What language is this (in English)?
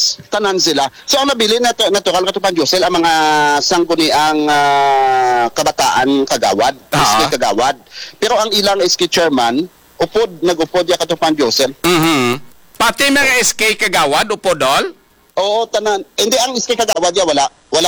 Hiligaynon